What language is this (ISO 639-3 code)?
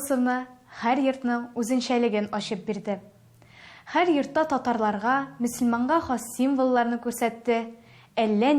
tat